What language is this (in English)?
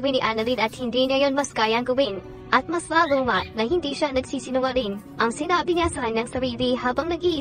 Filipino